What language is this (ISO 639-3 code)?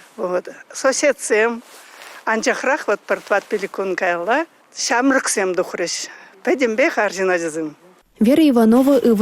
chv